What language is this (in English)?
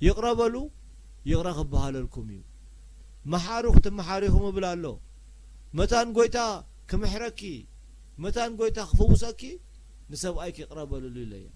Tigrinya